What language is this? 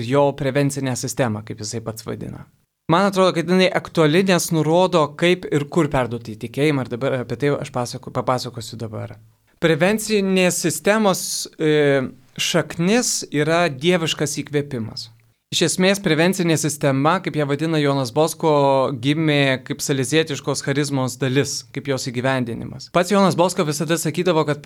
Lithuanian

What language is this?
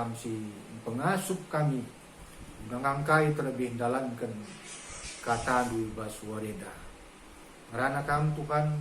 Batak Karo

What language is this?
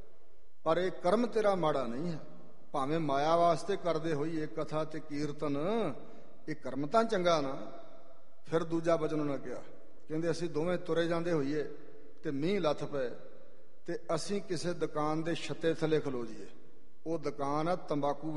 Punjabi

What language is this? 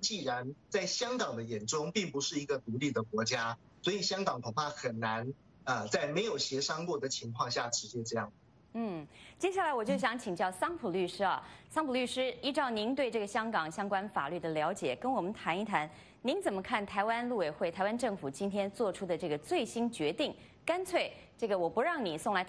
Chinese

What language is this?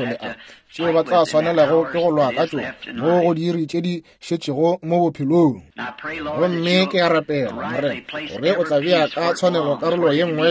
Northern Sotho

